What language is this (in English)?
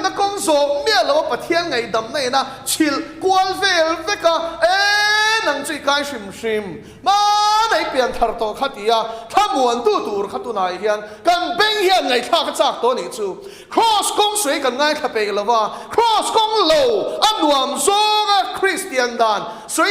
Mizo